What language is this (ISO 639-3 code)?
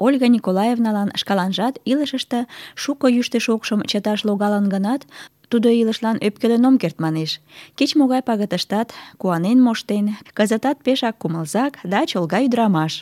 chm